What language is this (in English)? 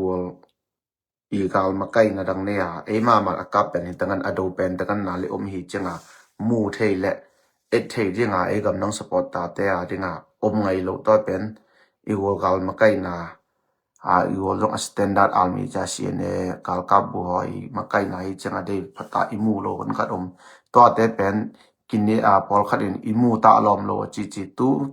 Tedim Chin